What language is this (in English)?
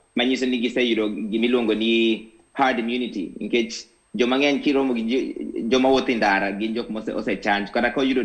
Luo (Kenya and Tanzania)